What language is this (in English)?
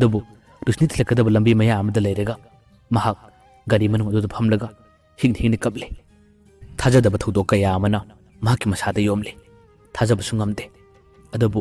Manipuri